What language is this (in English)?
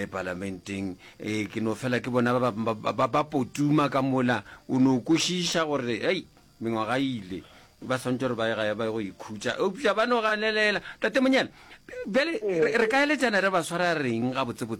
Northern Sotho